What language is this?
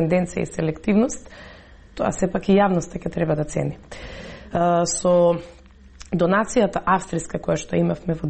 Macedonian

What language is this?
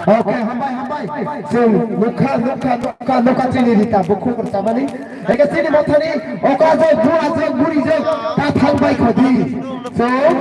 Kok Borok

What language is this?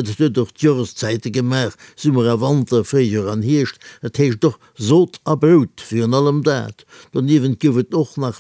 Luxembourgish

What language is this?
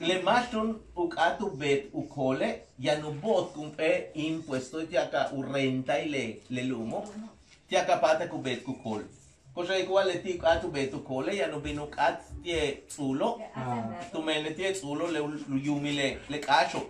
Yucateco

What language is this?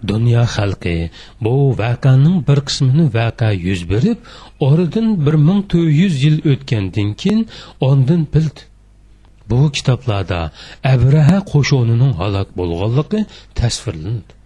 Uyghur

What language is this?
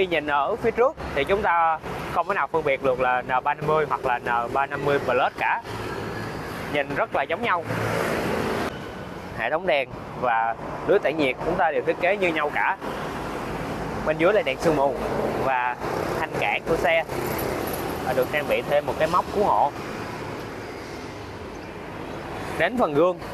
Vietnamese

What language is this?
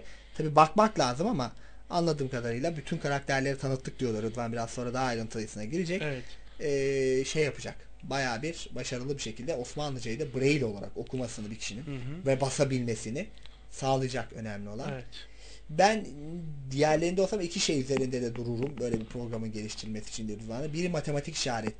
Turkish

